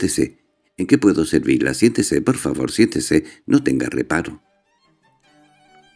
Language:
Spanish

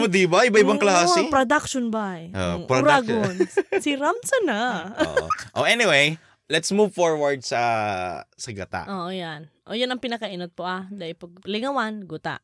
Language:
Bikol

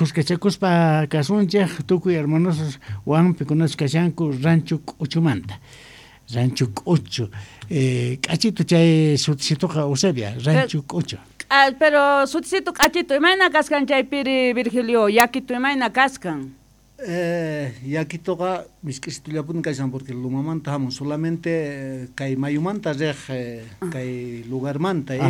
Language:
South Bolivian Quechua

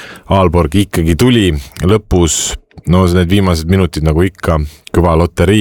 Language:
Estonian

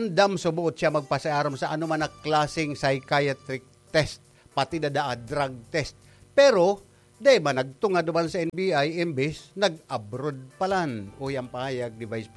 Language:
Bikol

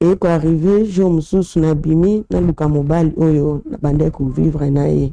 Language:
Lingala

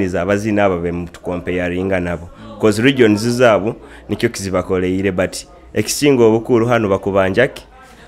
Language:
Nyoro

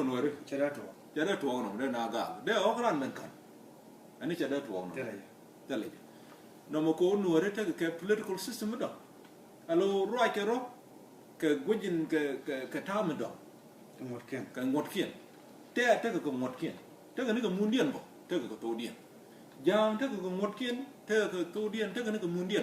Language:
Nuer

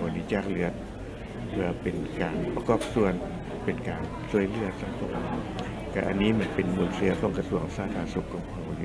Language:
Lao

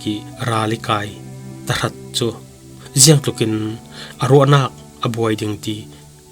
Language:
Falam Chin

